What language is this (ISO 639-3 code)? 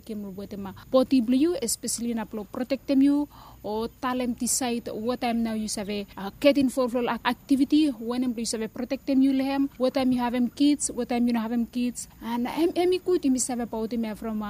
bis